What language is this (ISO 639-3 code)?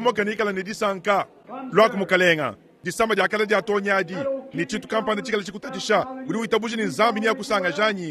lua